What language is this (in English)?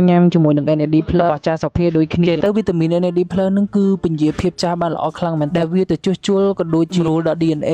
Khmer